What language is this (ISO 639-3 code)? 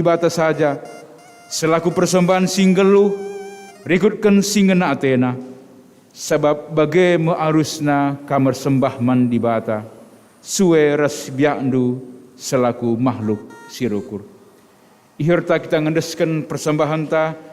btx